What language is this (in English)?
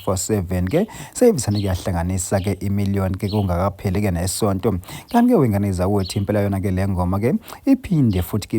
Zulu